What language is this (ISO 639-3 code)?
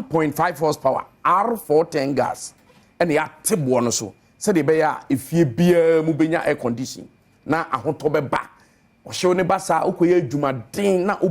aka